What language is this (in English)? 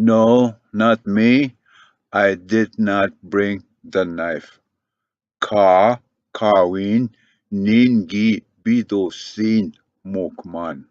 Ojibwa